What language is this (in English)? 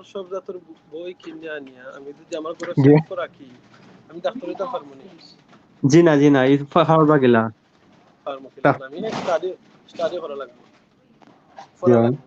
Sylheti